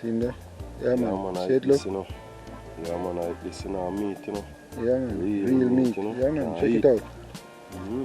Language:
Jamaican Creole English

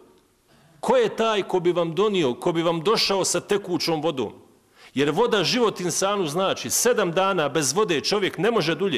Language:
Bosnian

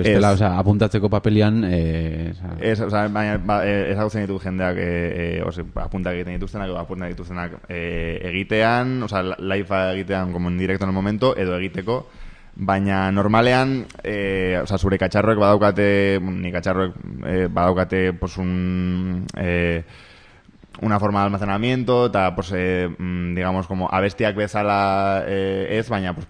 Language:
Basque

